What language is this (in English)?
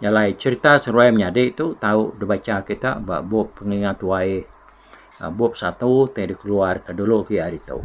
Iban